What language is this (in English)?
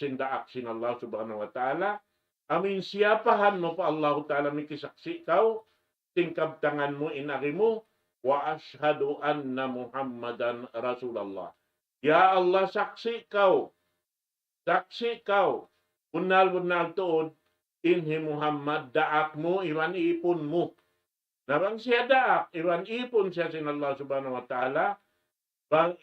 Tausug